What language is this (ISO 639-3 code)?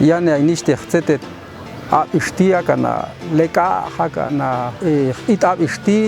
jac